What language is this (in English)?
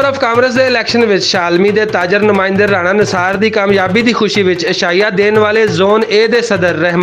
Western Panjabi